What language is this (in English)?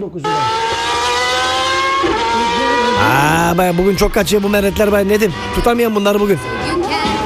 Turkish